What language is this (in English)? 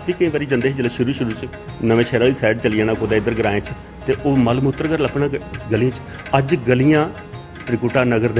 Dogri